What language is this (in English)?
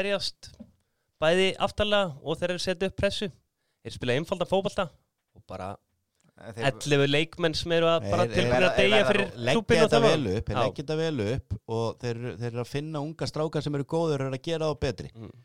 Icelandic